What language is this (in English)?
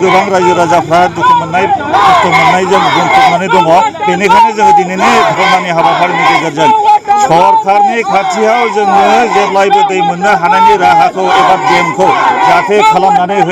Bodo